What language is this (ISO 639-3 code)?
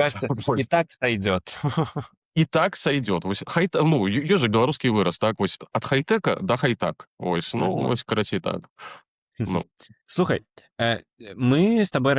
bel